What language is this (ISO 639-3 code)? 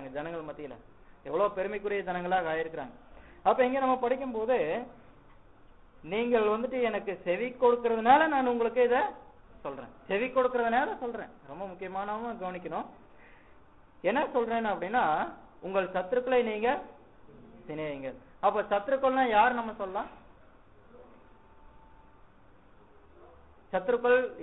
tam